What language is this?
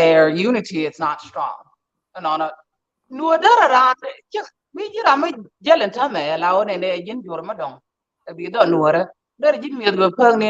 Nuer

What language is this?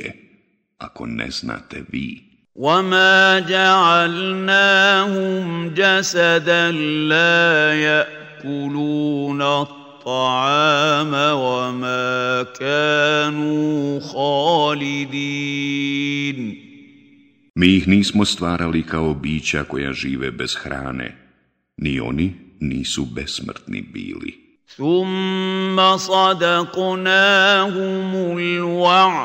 Bosnian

